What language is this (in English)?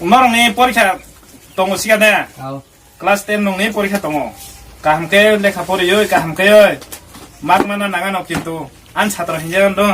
Kok Borok